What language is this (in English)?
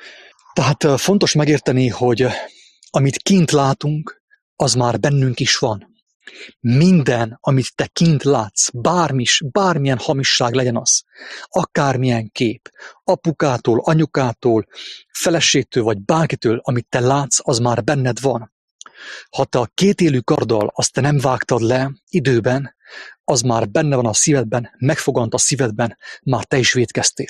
Hungarian